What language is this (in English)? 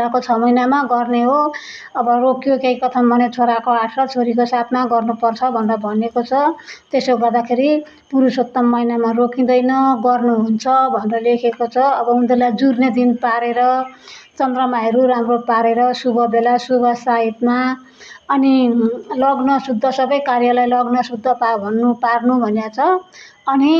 Nepali